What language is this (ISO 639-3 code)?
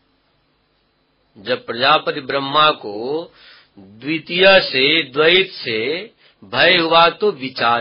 hin